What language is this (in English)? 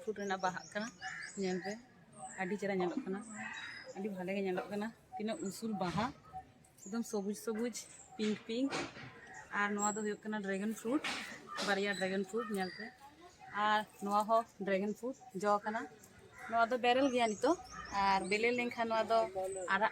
Santali